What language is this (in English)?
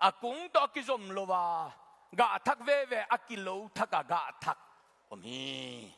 Tedim Chin